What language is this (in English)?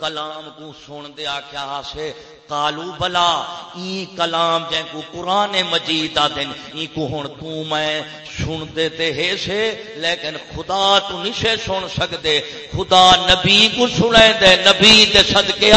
Saraiki